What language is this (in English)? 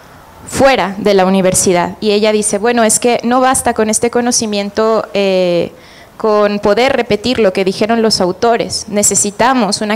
Spanish